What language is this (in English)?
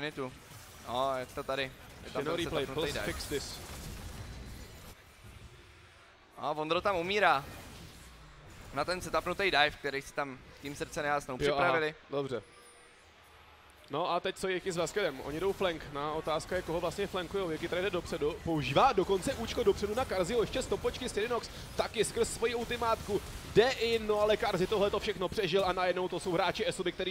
Czech